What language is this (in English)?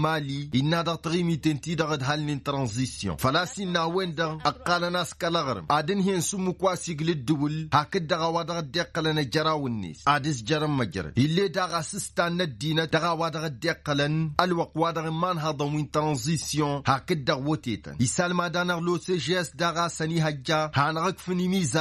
Tamasheq